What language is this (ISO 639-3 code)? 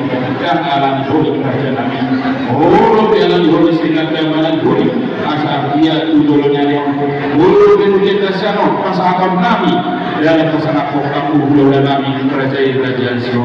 bbc